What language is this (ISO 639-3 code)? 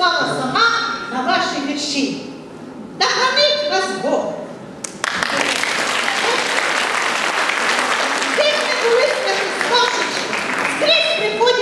ukr